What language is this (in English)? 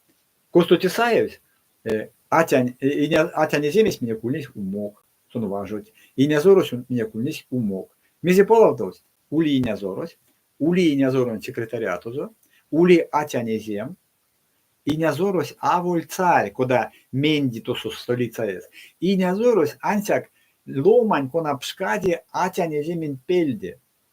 Erzya